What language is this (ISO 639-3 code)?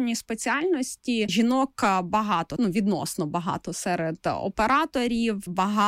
ukr